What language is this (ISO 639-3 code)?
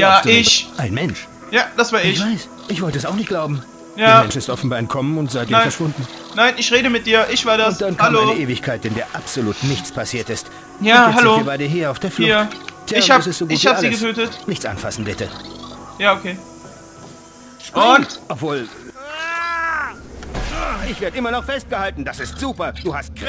deu